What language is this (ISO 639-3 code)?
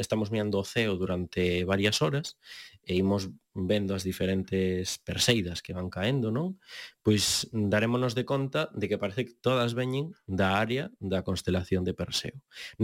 glg